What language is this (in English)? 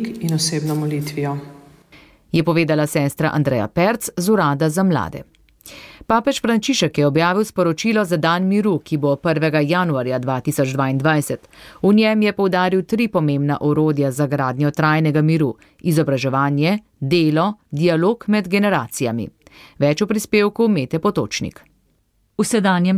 Slovenian